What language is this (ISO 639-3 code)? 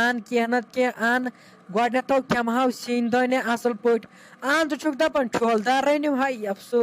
kas